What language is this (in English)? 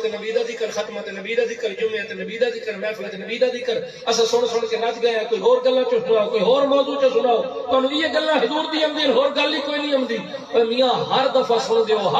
Saraiki